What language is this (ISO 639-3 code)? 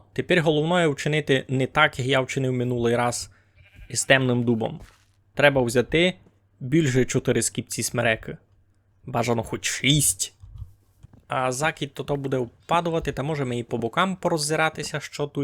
rue